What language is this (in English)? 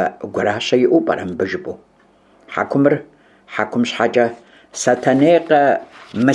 Kabardian